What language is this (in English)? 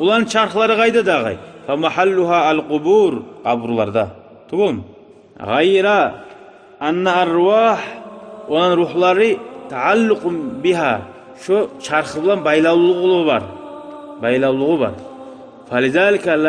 Kumyk